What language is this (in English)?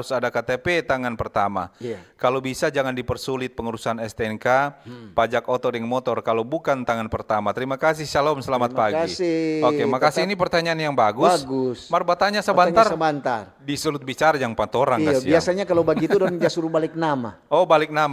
Manado Malay